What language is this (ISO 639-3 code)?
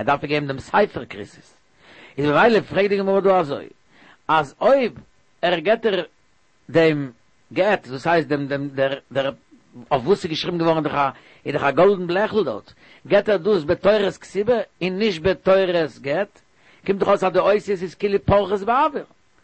yid